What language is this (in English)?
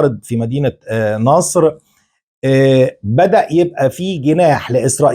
Egyptian Arabic